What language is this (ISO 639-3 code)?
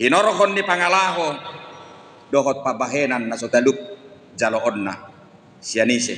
bbc